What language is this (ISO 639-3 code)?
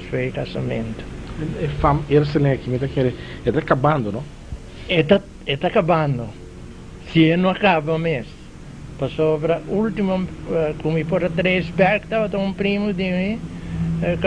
pap